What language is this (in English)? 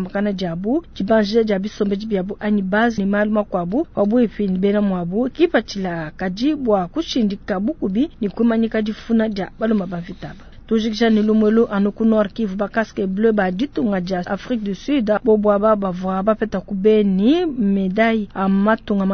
Luba-Lulua